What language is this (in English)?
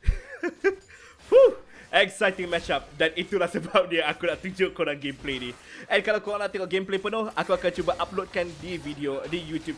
Malay